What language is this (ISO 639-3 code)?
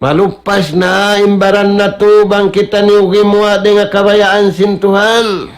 tsg